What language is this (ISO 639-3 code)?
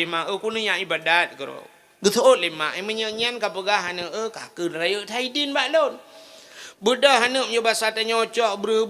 ace